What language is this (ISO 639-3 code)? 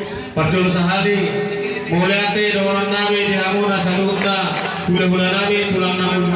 bbc